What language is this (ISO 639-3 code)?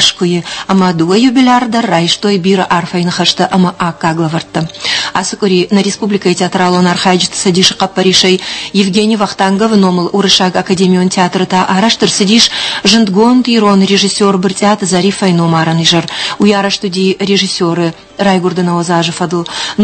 oss